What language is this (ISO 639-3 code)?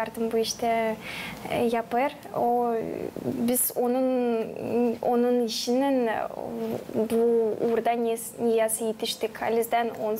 gag